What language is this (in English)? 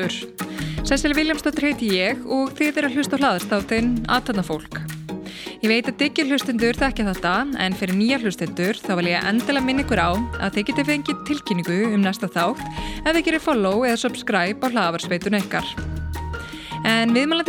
Icelandic